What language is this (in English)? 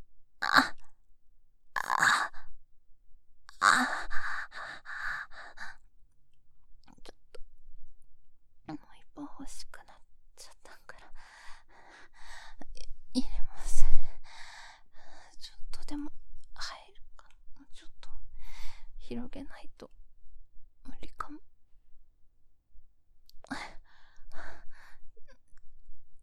Japanese